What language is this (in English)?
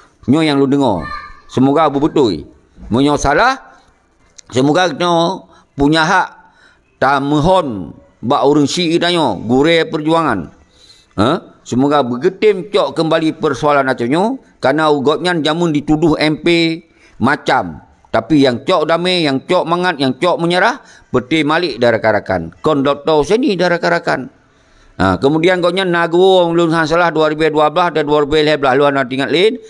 Achinese